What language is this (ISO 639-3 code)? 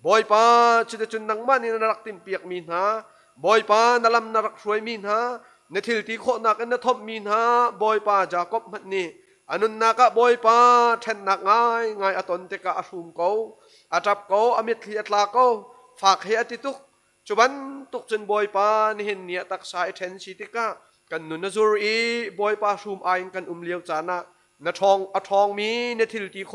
cnh